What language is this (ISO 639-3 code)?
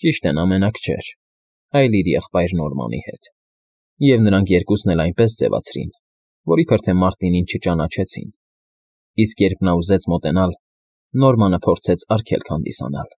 hye